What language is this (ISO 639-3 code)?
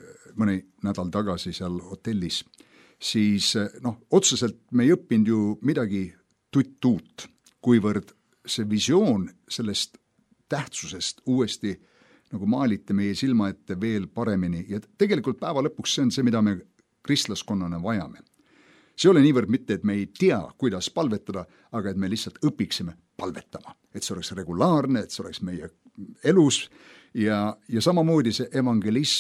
est